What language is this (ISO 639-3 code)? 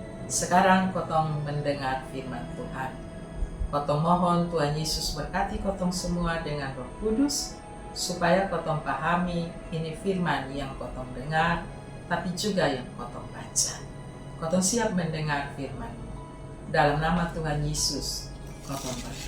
mkn